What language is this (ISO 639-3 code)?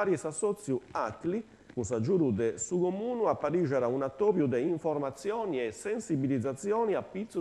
srd